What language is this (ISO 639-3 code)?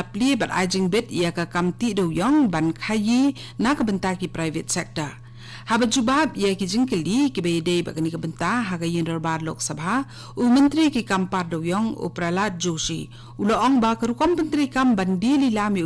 kha